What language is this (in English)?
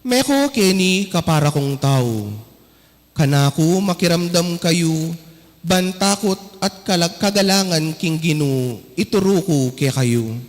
Pampanga